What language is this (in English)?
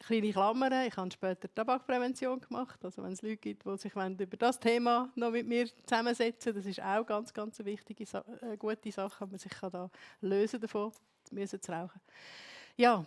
Swiss German